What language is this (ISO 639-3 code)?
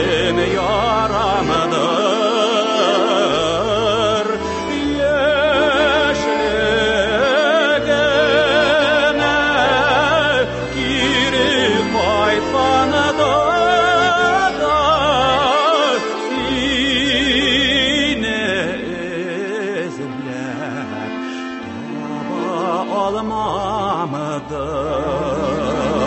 tat